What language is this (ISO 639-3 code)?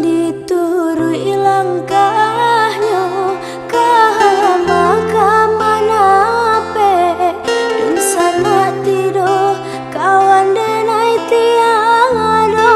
min